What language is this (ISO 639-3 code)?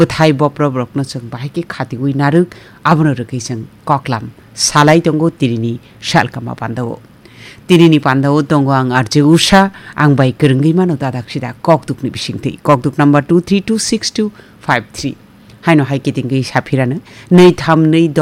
trp